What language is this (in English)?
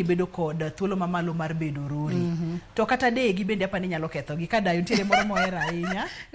Luo (Kenya and Tanzania)